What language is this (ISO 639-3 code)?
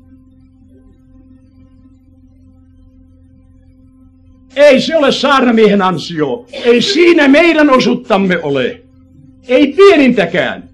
fin